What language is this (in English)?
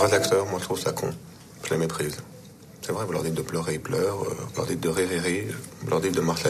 French